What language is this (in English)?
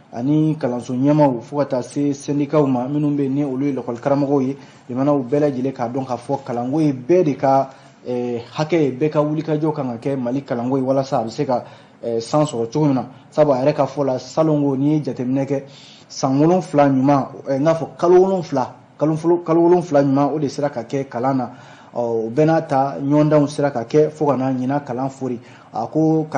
Bambara